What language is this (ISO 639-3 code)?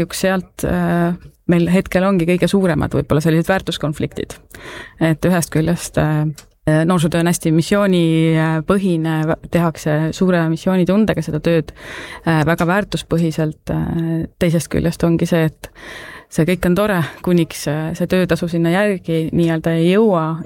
est